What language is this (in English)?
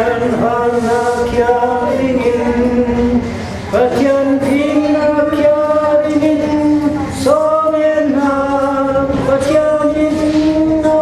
Falam Chin